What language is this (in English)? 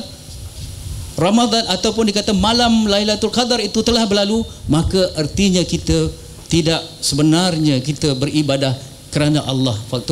Malay